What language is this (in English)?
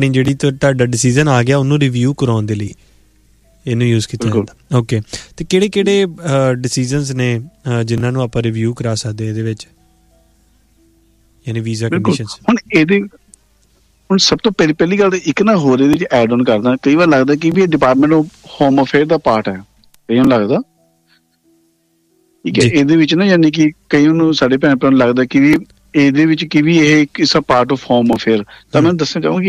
Punjabi